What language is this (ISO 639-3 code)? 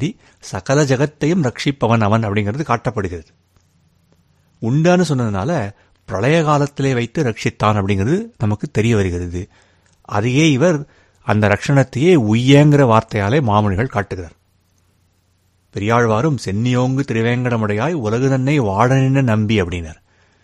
tam